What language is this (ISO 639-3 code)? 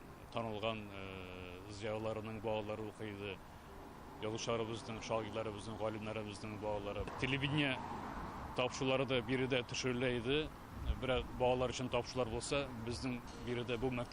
tat